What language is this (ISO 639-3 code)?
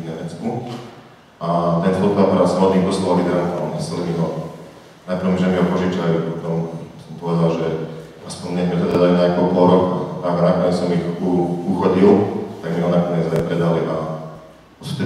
slk